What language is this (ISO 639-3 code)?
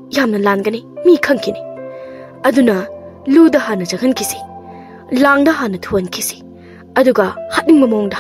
mni